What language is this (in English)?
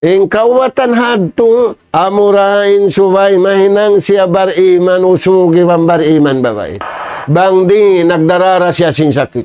Tausug